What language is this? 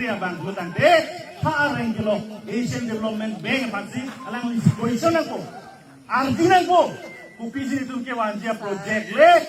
Karbi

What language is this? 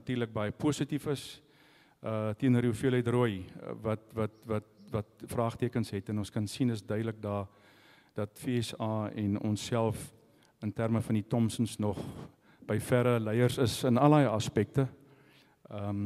Afrikaans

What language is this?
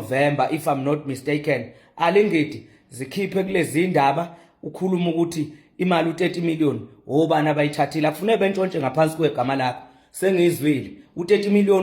Zulu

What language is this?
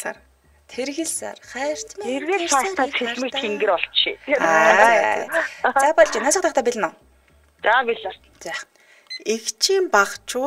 Mongolian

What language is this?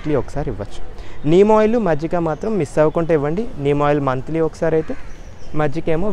Telugu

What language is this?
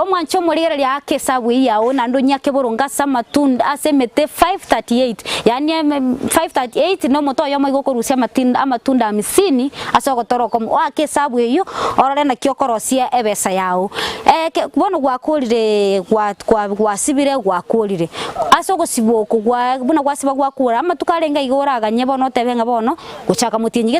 Gusii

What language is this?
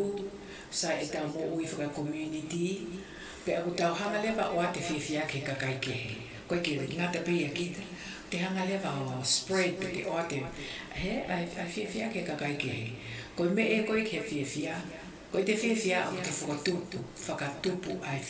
Tongan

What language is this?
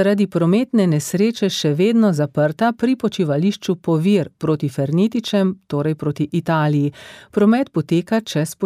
Slovenian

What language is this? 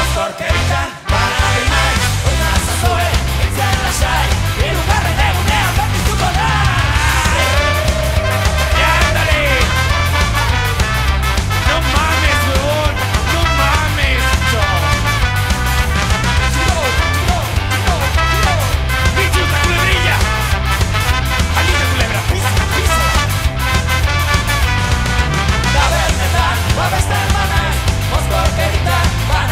Basque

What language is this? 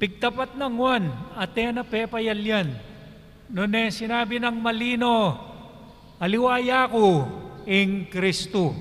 Pampanga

